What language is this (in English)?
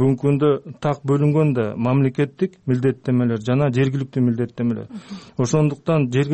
Kyrgyz